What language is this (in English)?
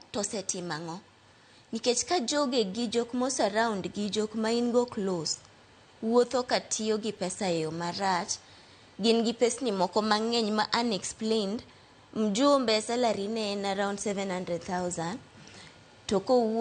Luo (Kenya and Tanzania)